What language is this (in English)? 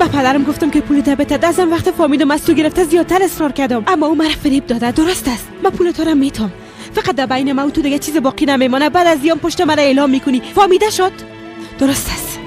Persian